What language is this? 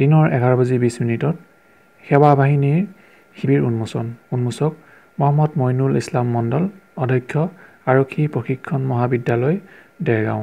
Assamese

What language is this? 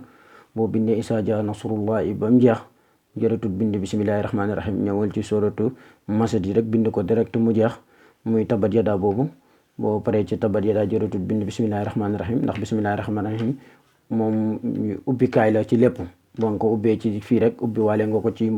Wolof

